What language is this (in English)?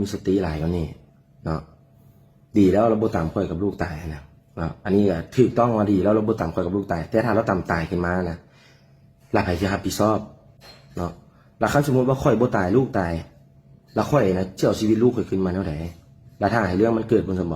Lao